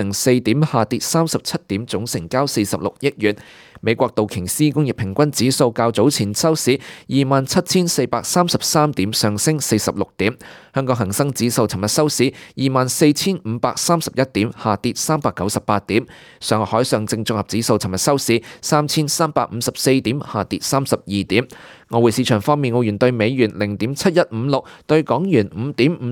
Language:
Cantonese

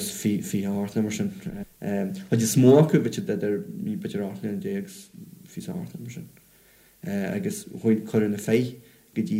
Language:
Irish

